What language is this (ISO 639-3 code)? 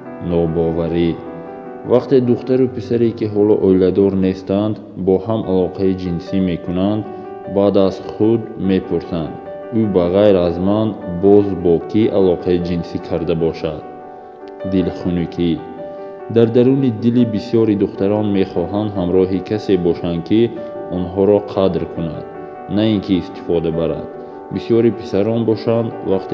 tgk